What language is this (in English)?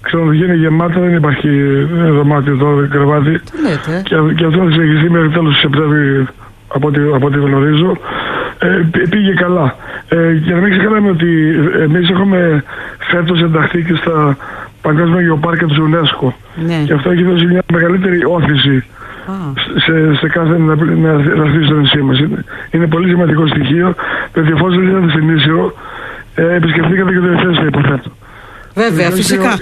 Greek